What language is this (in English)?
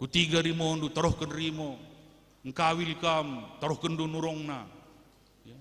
Batak Karo